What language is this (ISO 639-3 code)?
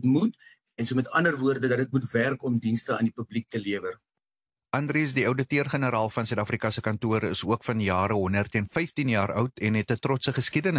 afr